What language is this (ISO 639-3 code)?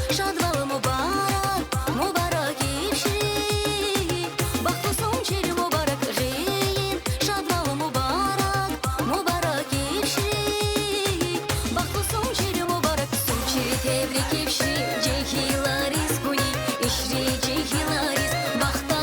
tab